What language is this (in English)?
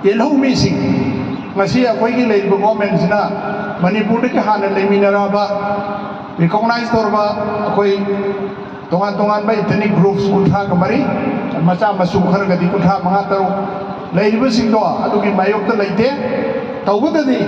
Manipuri